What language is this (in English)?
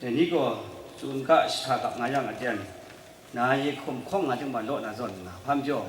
Kachin